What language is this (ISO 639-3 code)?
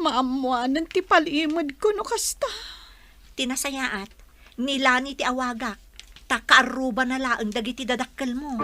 ilo